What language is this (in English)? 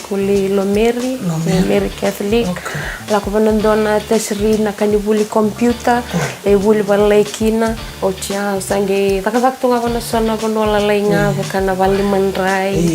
Fijian